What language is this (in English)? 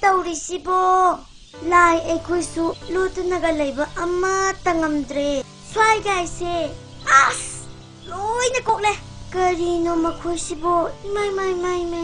Manipuri